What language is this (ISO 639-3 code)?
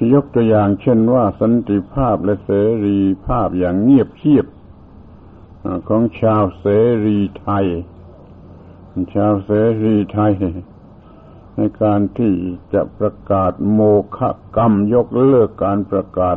tha